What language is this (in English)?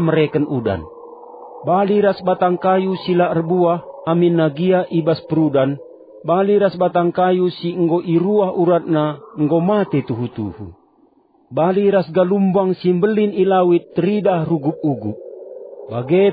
Batak Karo